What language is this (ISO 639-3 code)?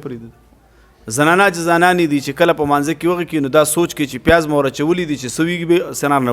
pus